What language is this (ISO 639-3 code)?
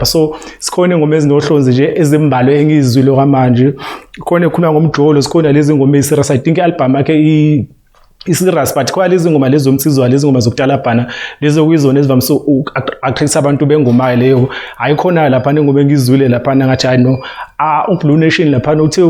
zul